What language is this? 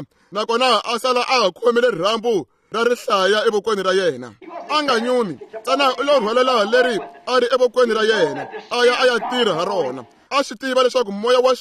Tsonga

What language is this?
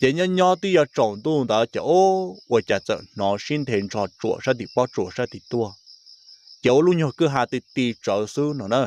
Hmong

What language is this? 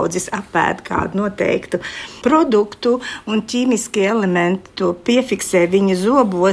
Latvian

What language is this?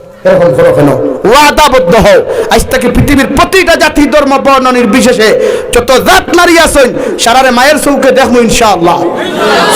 Sylheti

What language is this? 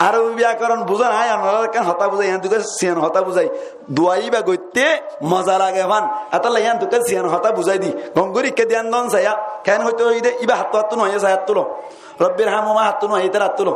Rohingya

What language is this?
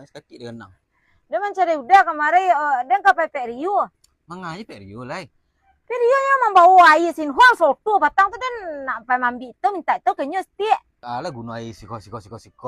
Minangkabau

